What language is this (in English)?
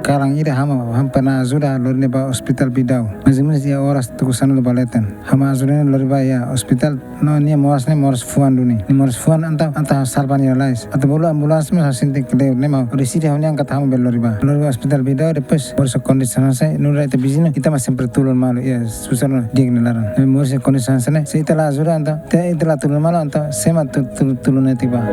Tetum